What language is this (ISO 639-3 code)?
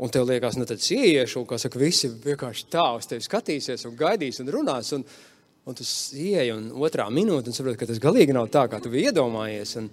lav